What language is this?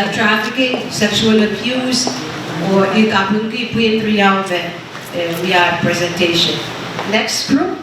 Pohnpeian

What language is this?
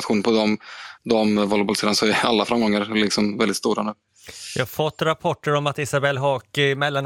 Swedish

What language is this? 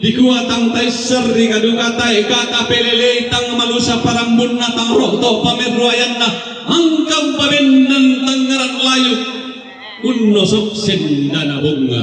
Toraja-Sa'dan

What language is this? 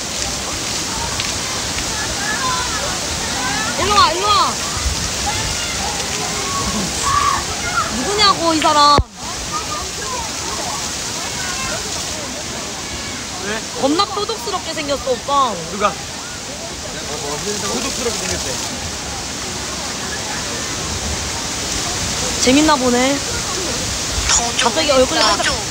Korean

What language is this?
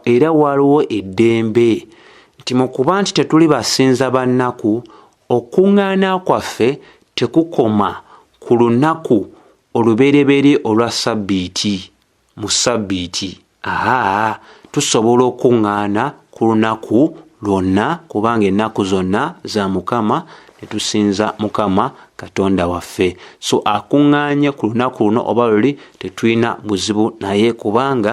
Ganda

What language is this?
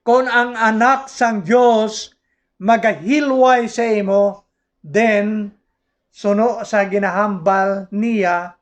Hiligaynon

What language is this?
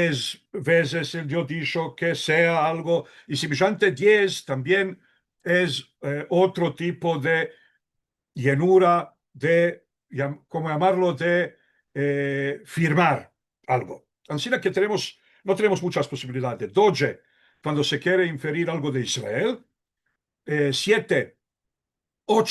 Ladino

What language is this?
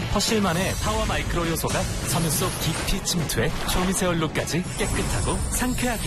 Korean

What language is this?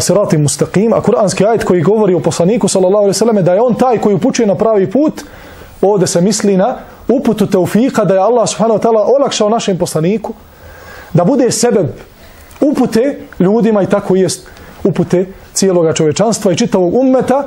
Bosnian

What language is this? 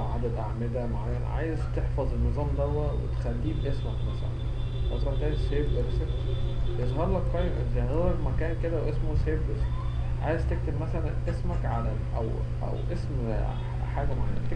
Egyptian Arabic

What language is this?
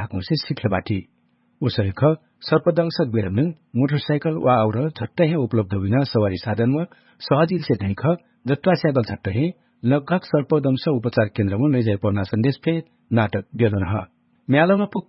Dangaura Tharu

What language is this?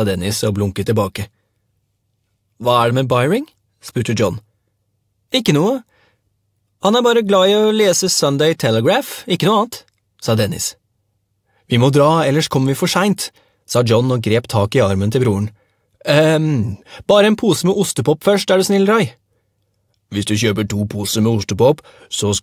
Norwegian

